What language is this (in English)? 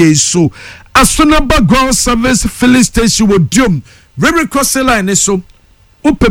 Akan